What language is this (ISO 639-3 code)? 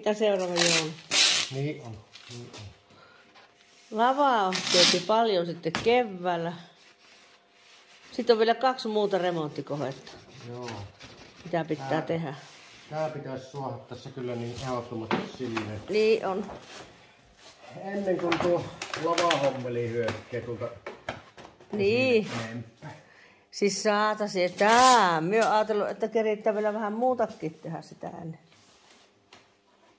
fin